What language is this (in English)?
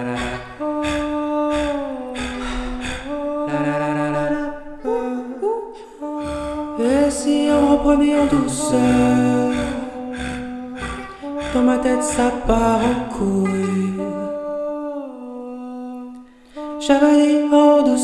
French